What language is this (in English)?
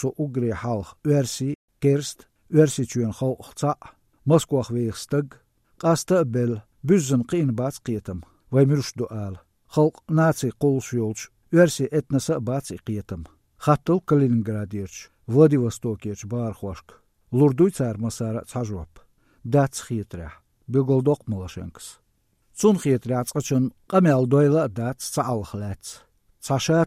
Chechen